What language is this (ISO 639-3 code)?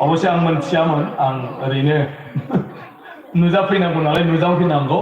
brx